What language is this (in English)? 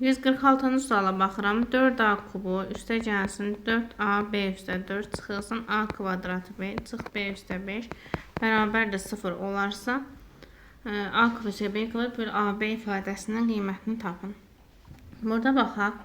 Azerbaijani